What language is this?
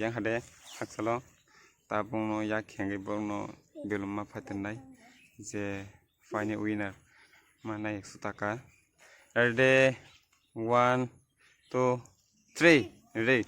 Kok Borok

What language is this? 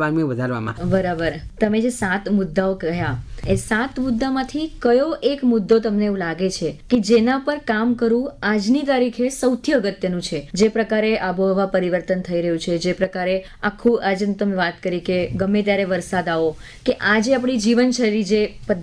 Gujarati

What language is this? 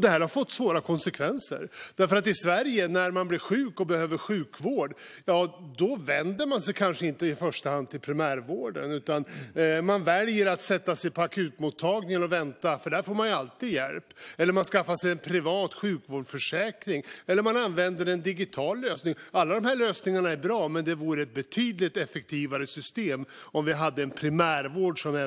Swedish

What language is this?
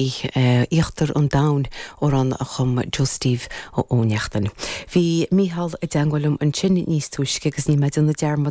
Irish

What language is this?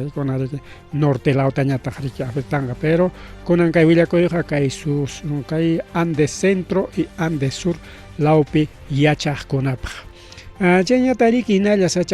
Ayacucho Quechua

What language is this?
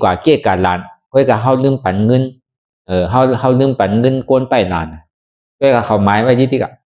Shan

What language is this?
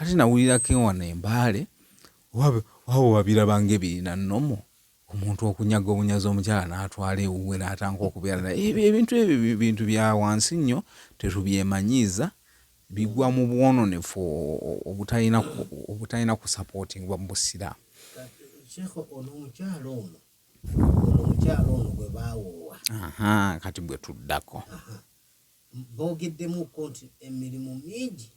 Ganda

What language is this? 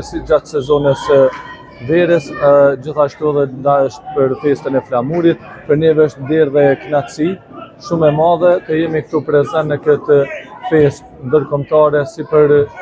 Albanian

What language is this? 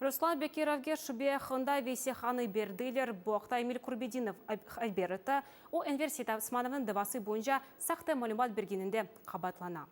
Crimean Tatar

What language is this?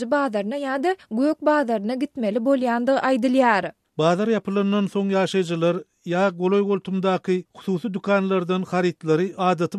Turkmen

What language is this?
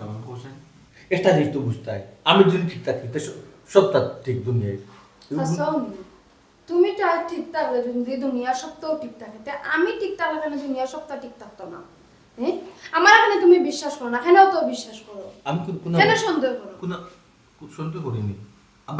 Sylheti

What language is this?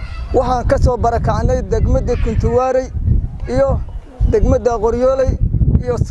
Somali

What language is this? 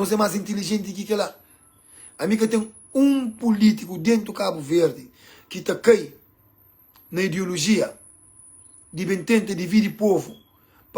Kabuverdianu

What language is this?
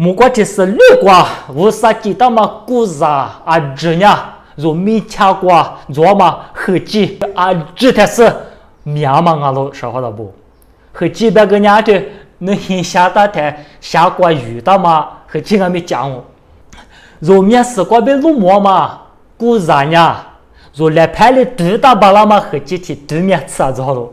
Lisu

